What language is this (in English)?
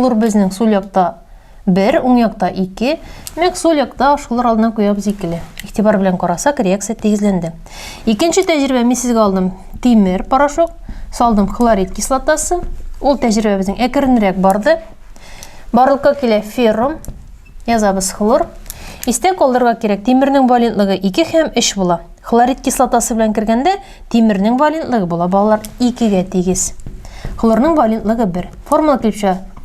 Tatar